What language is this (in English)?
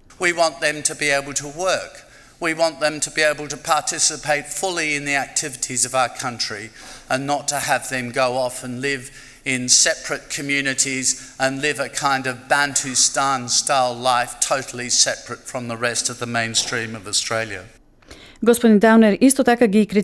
Macedonian